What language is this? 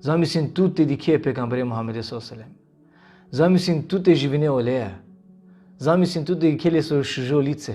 Balkan Romani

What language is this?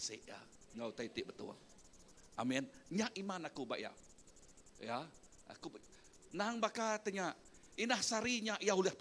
Iban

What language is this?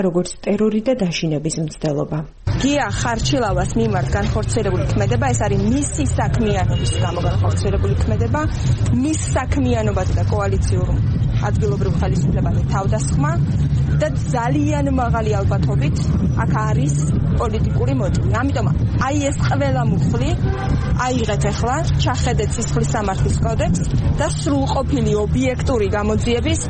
Georgian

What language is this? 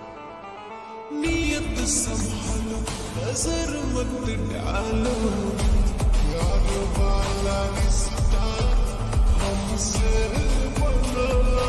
Bhojpuri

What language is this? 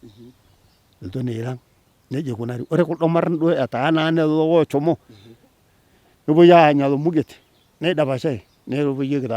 Masai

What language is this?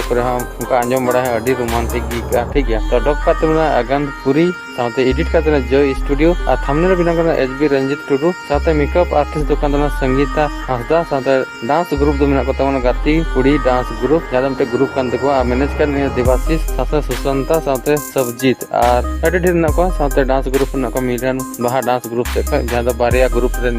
Santali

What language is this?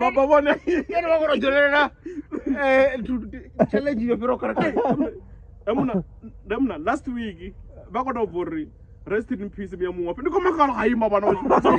Venda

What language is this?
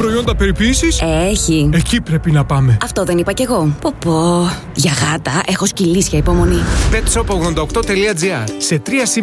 Greek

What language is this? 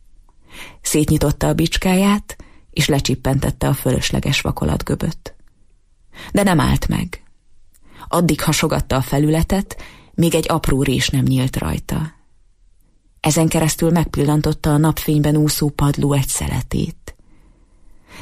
Hungarian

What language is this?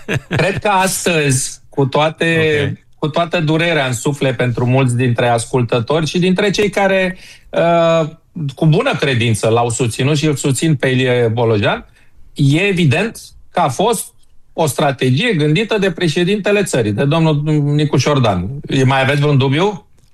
Romanian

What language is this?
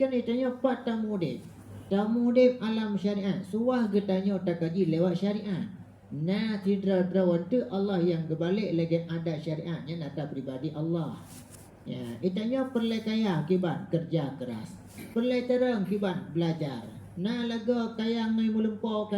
Achinese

